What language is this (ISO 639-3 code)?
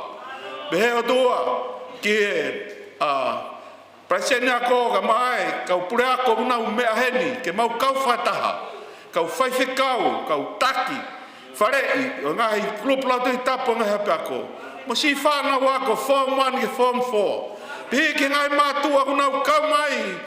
ton